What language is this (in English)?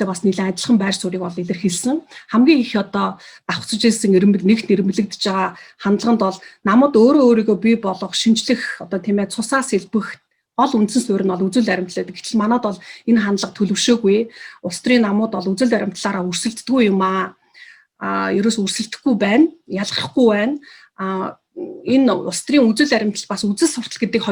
Mongolian